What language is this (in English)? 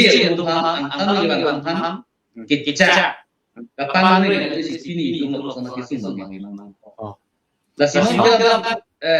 Karbi